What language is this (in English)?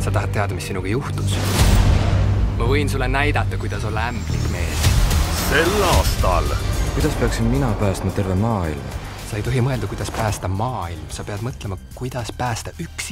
Estonian